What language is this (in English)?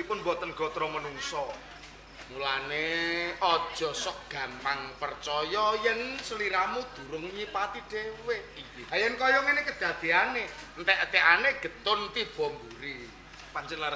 Javanese